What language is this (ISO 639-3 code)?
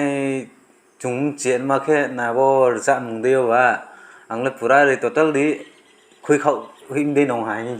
ria